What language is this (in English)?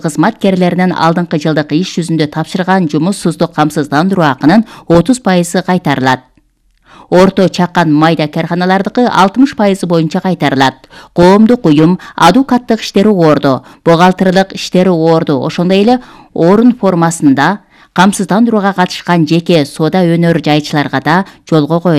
Kyrgyz